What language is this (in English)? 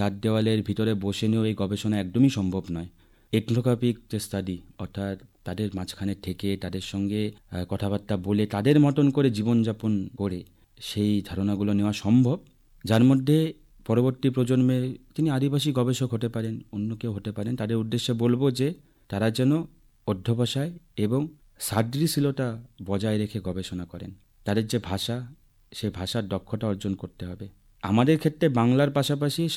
Bangla